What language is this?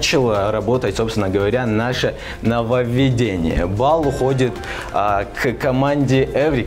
Russian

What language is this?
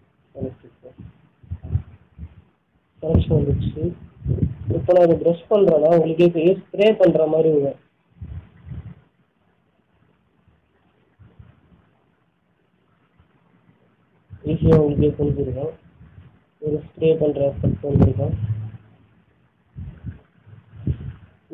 Tamil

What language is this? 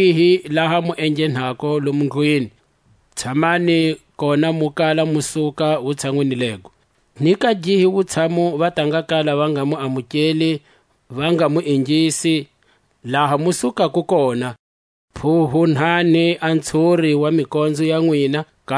Tswa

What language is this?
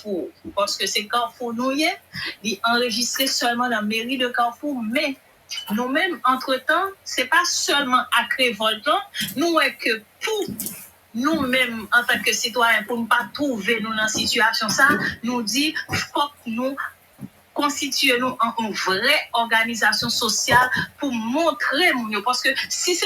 Haitian Creole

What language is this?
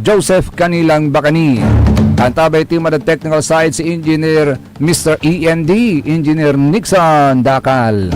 Pangasinan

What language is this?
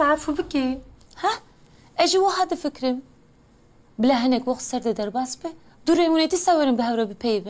Kurdish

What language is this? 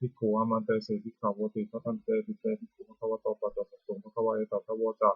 Pali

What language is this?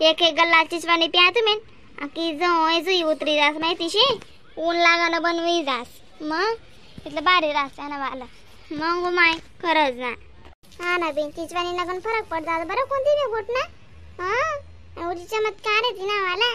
Khandesi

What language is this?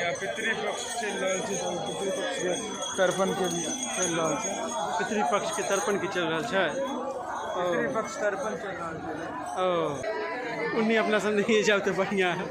Maithili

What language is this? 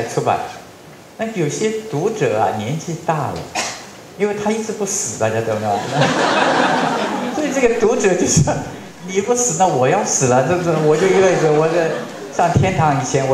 Chinese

